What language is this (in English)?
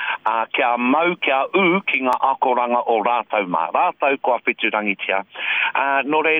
Māori